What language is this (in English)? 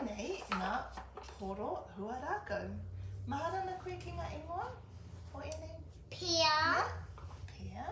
Māori